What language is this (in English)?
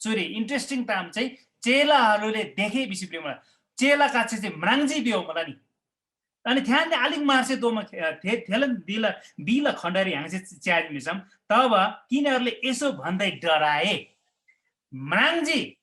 Eastern Tamang